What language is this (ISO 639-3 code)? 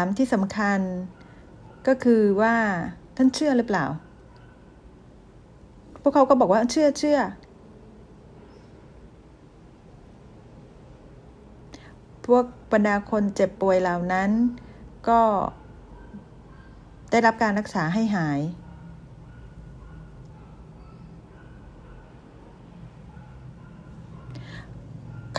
tha